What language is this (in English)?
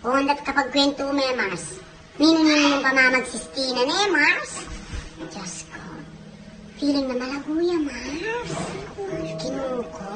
Pampanga